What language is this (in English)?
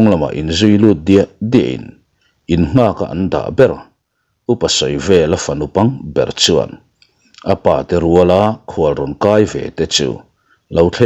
Mizo